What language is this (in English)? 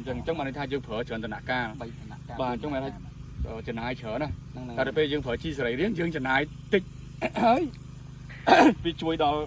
Khmer